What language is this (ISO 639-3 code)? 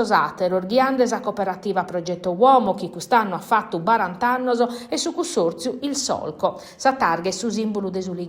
srd